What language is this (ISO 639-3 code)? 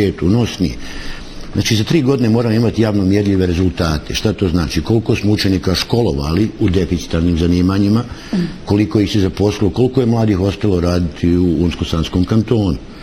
bos